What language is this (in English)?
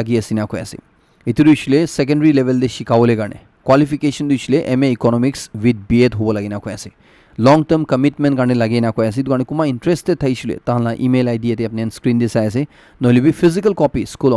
Naga Pidgin